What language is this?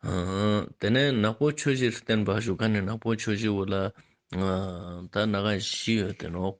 Ladakhi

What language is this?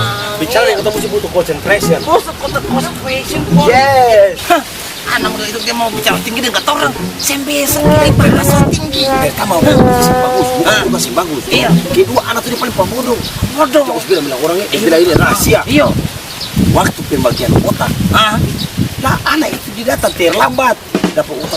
Ambonese Malay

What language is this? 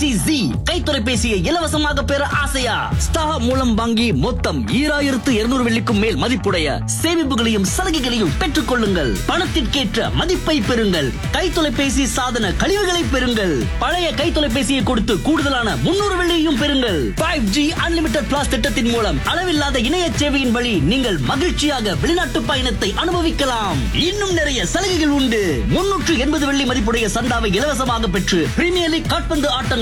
Tamil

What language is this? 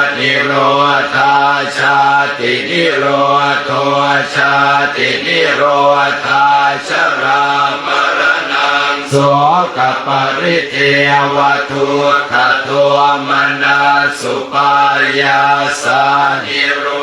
Pali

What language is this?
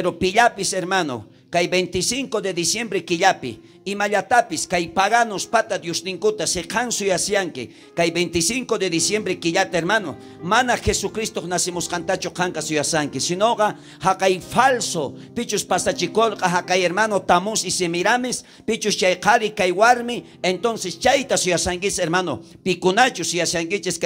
South Bolivian Quechua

